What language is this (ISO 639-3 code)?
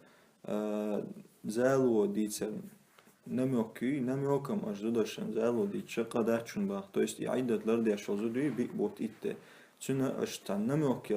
che